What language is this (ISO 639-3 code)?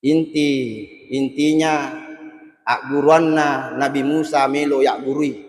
bug